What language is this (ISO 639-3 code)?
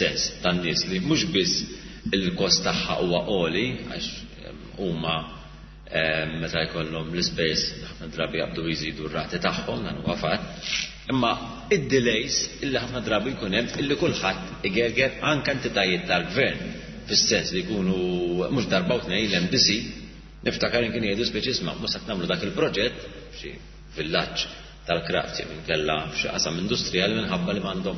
mlt